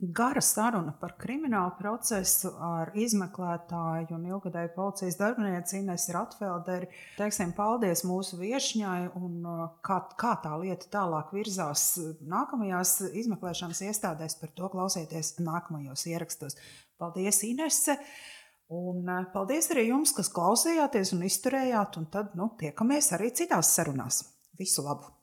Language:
Latvian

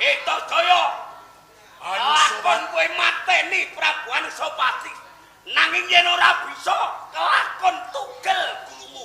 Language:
Javanese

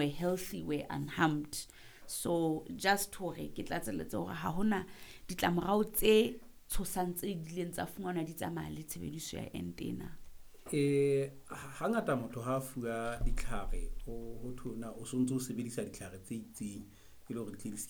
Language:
Southern Sotho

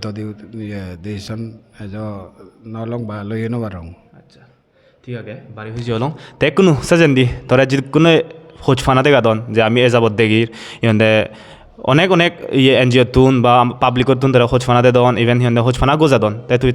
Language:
Chakma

